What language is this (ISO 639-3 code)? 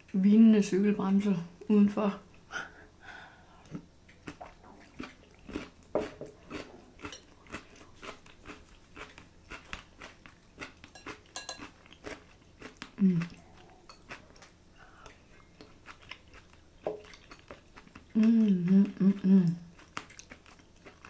dan